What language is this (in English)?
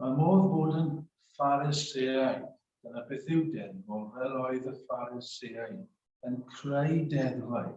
Welsh